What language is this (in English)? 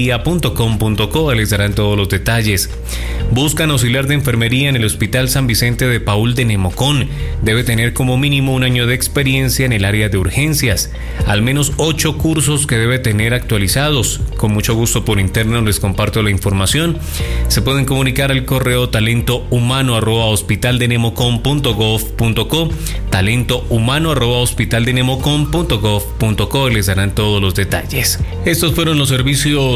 Spanish